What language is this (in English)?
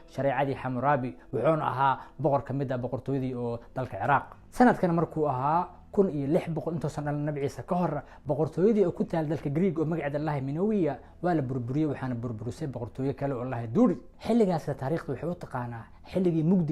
Somali